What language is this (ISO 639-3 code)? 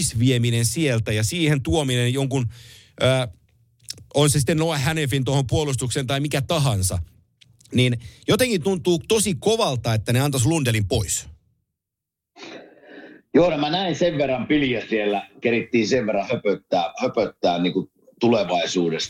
fin